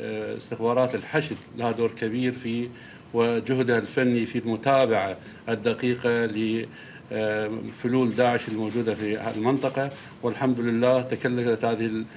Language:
Mesopotamian Arabic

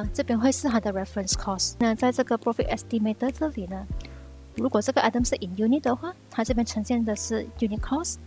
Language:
Chinese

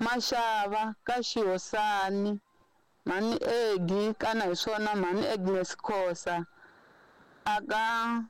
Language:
Tsonga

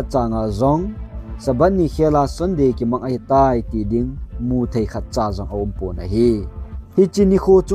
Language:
Thado Chin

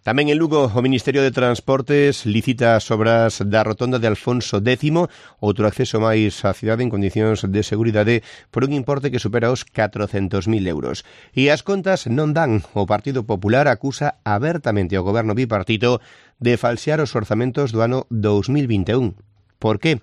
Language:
Galician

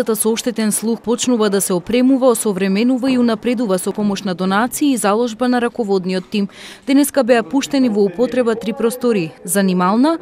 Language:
Macedonian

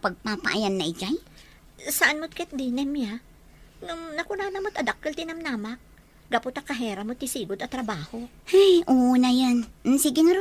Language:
Iloko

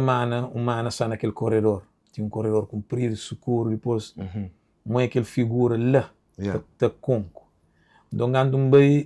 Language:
Kabuverdianu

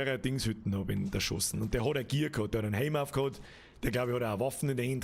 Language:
Bavarian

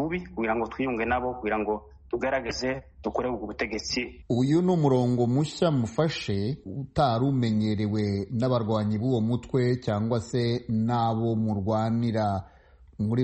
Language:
Kinyarwanda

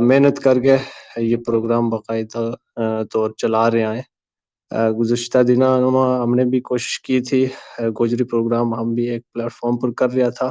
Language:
Gujari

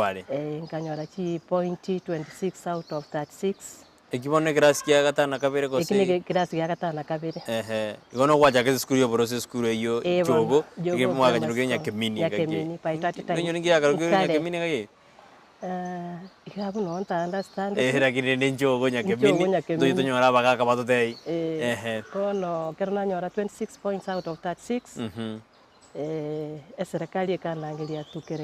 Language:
Gusii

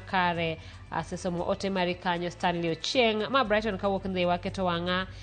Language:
Luo (Kenya and Tanzania)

